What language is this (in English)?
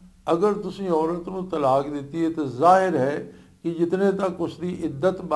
Western Panjabi